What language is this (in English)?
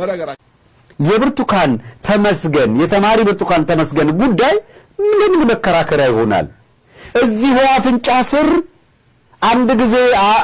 Amharic